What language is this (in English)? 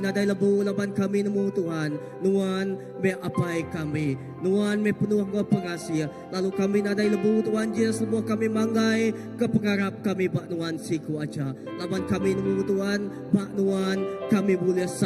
Iban